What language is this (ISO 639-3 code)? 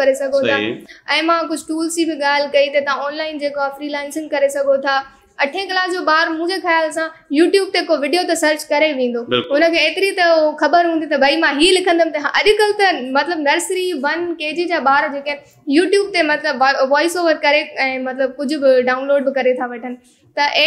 snd